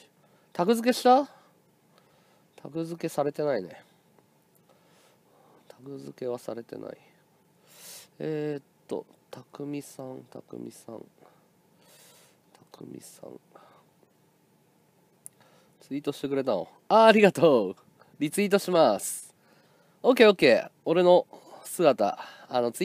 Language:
Japanese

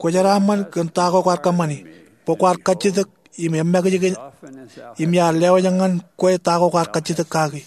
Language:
Marshallese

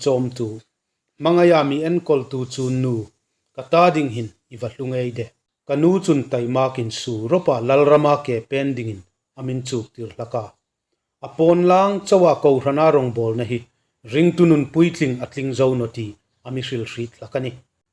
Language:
Hmar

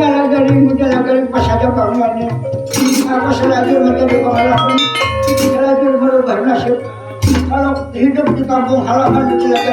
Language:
Banjar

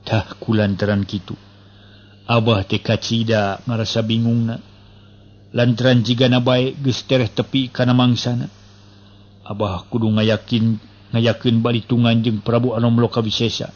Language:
Sundanese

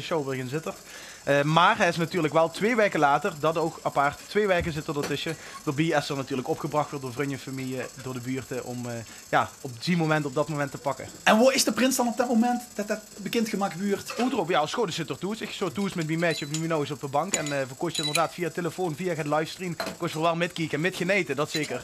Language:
Limburgish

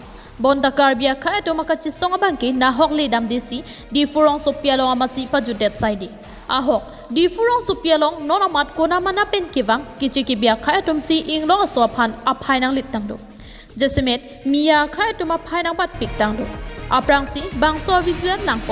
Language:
Karbi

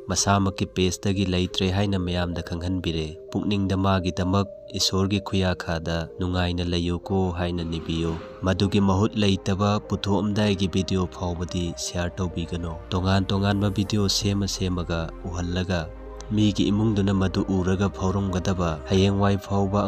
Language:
Manipuri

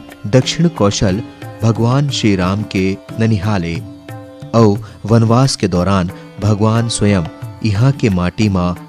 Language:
Chhattisgarhi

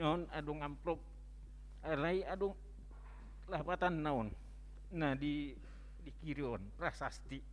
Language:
Batak Toba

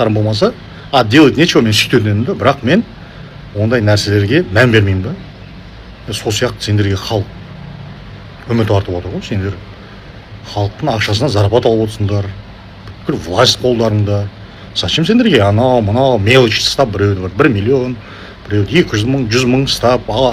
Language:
Kazakh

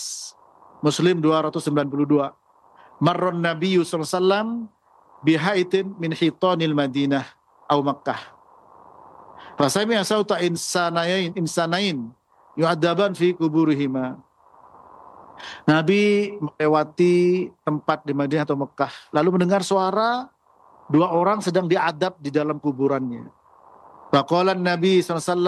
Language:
Indonesian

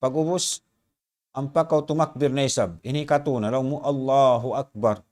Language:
Tausug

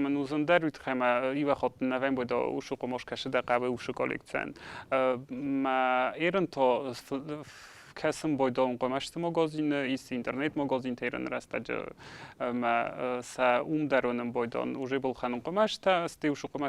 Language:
Ossetic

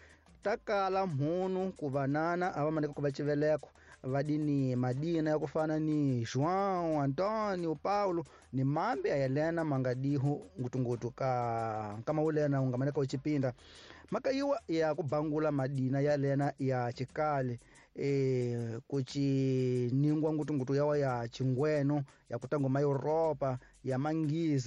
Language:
Tsonga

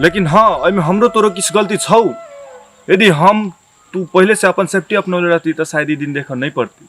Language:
Maithili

